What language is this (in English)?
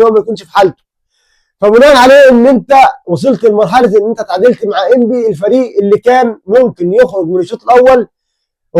Egyptian Arabic